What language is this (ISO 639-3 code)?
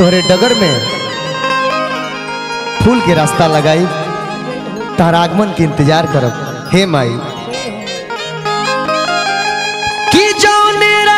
bho